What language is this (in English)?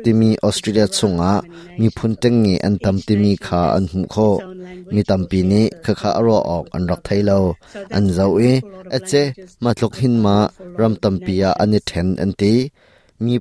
Hakha Chin